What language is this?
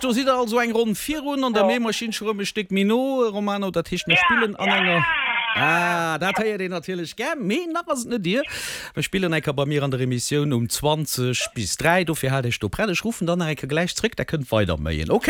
Luxembourgish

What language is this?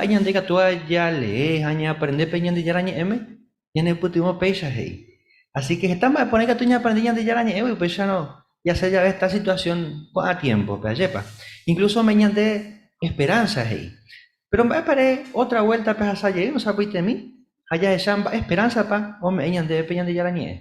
Guarani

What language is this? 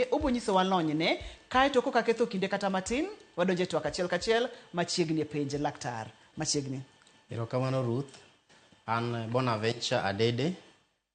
Luo (Kenya and Tanzania)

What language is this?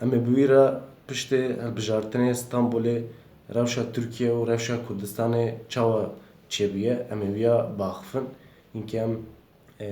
Kurdish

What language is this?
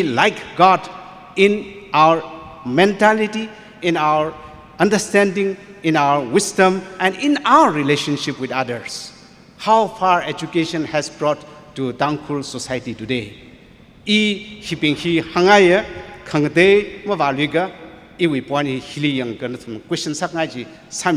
Tangkhul Naga (India)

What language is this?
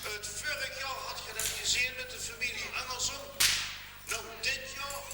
Limburgish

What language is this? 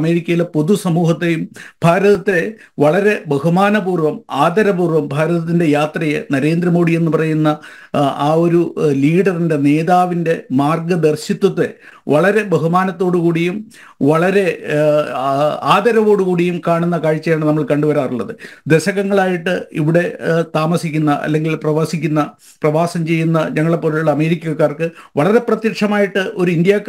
Malayalam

